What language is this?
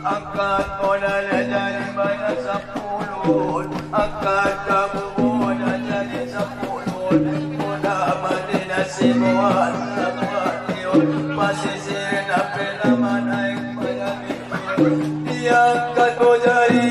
Batak Angkola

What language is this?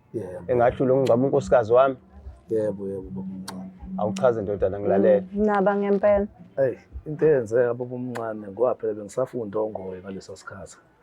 Zulu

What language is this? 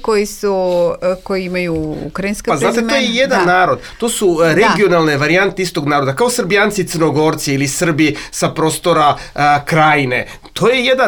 Serbian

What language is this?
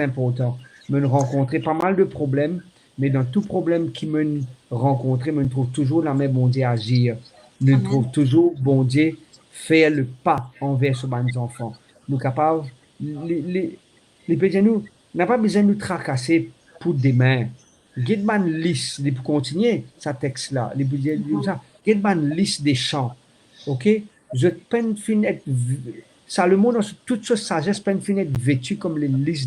Morisyen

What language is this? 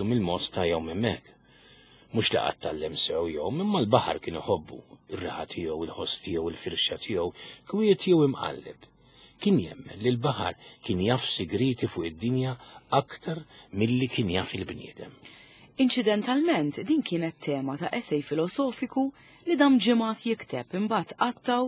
Maltese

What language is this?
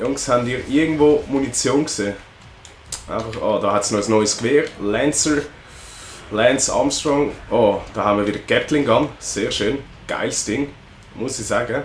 Swiss German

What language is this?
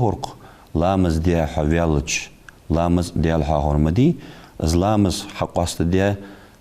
Ingush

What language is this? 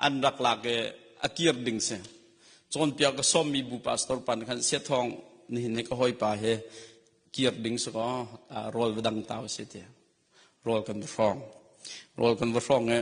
Hakha Chin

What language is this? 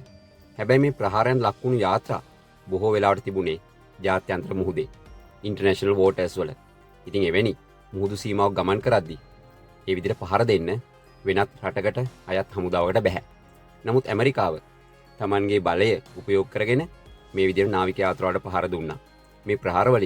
Sinhala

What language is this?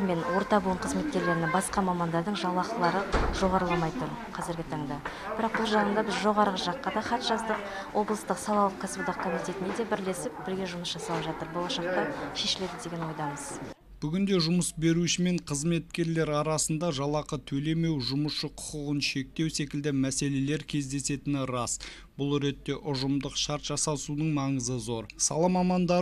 Kazakh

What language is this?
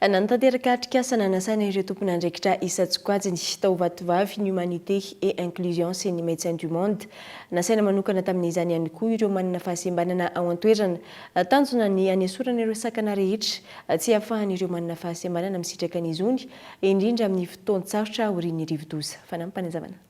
Malagasy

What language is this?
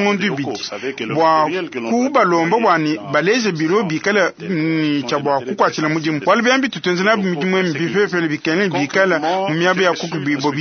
Luba-Lulua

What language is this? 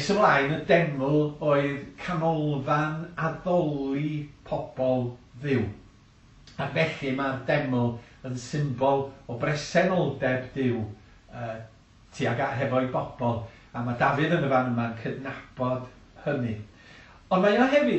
Welsh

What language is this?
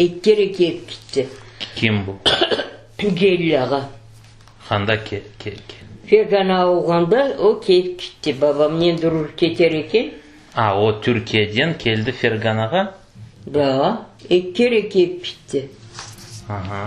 Crimean Tatar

